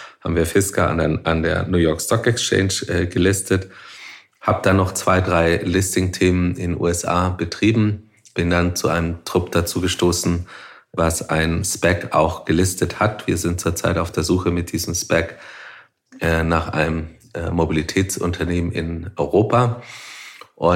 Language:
German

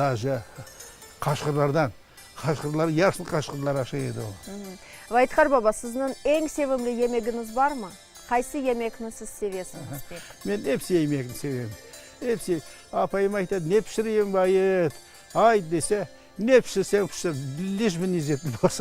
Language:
Crimean Tatar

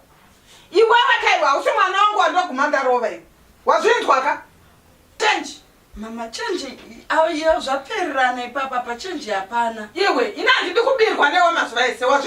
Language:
Shona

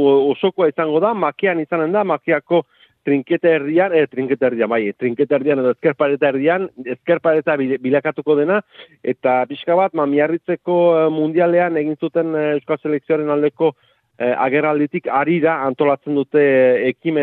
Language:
Basque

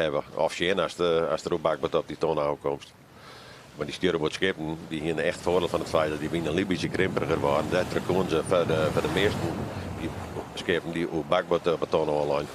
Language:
Western Frisian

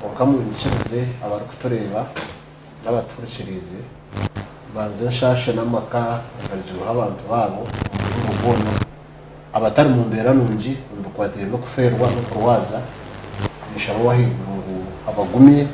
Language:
Nyankole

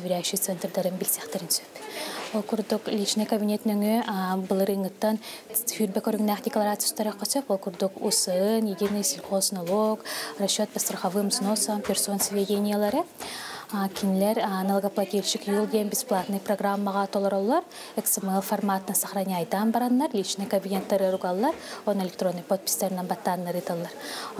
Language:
Yakut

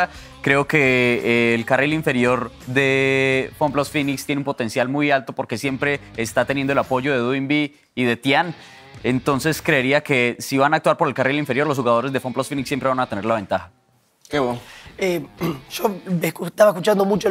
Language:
Spanish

